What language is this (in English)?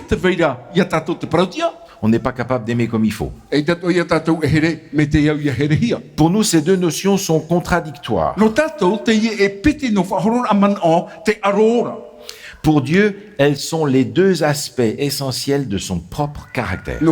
Tahitian